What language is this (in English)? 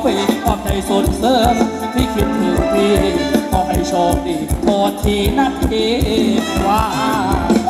Thai